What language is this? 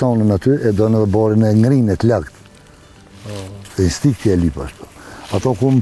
Albanian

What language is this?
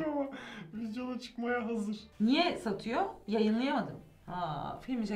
Turkish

